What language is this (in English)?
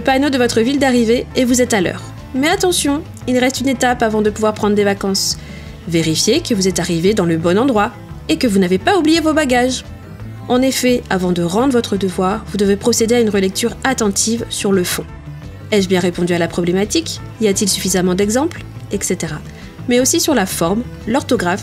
French